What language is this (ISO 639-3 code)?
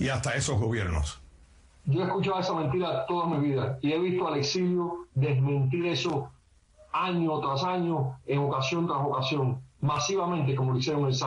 spa